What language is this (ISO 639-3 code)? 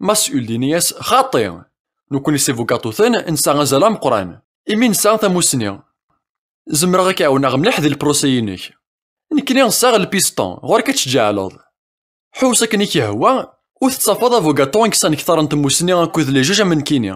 kab